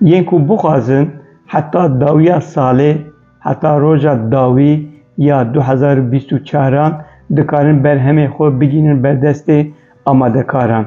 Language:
Kurdish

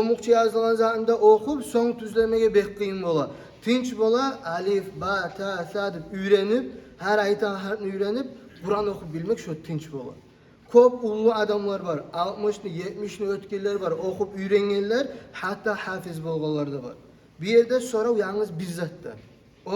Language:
Kumyk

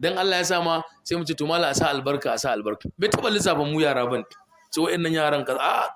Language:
Hausa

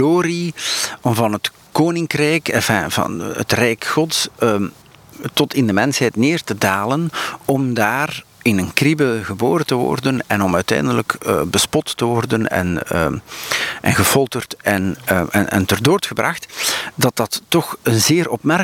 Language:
Dutch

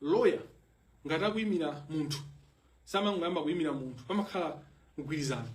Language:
Nyanja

